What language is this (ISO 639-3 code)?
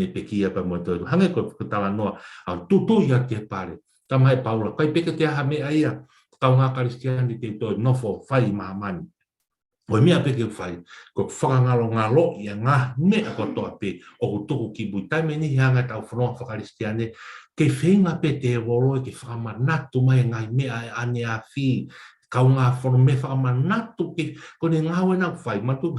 ton